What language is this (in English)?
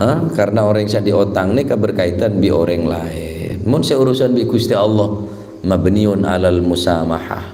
Madurese